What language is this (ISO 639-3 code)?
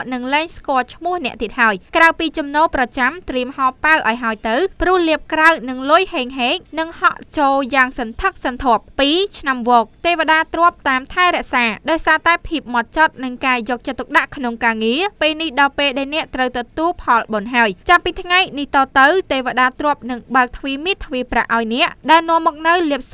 khm